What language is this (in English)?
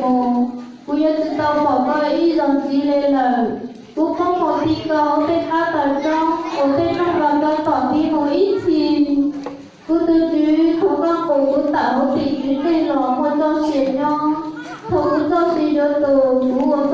Hmong